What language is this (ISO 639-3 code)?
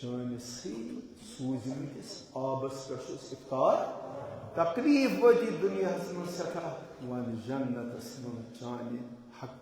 kas